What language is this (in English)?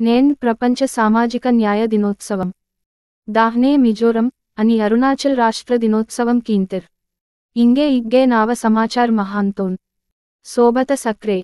Gondi